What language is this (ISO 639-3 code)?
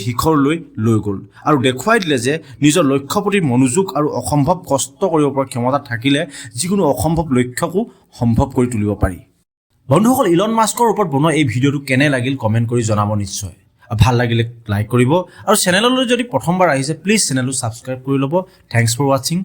asm